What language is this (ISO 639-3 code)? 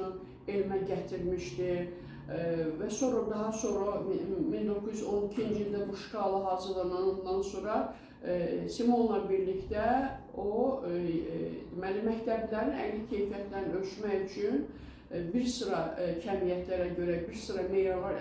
aze